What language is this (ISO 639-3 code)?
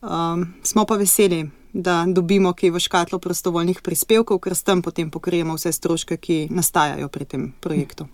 slv